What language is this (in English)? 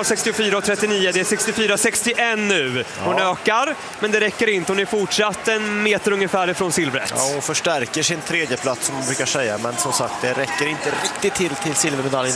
Swedish